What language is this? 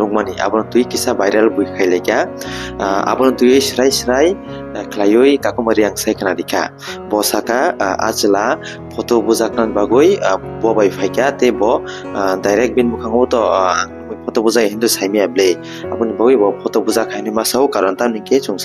Kok Borok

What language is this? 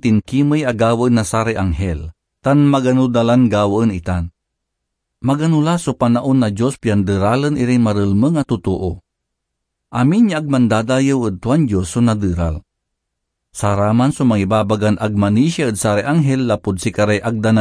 Pangasinan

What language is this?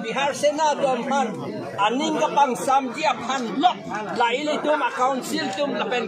Karbi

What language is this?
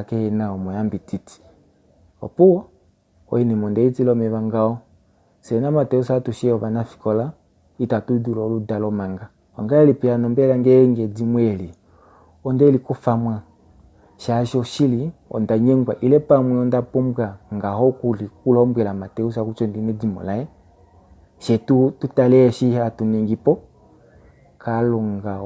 Kuanyama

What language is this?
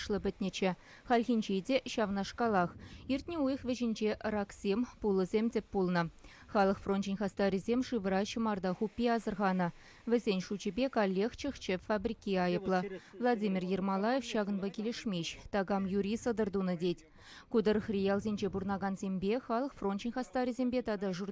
Chuvash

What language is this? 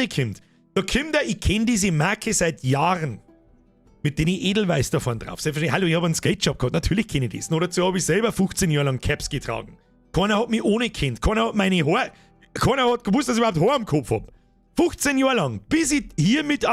Bavarian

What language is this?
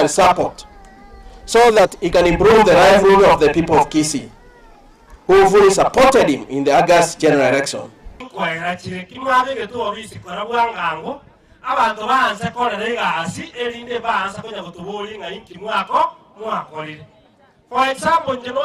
Gusii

